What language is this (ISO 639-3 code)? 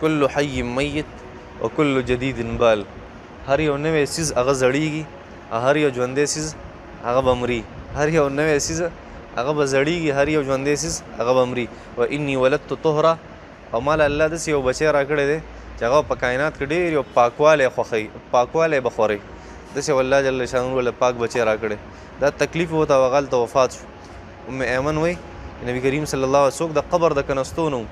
pus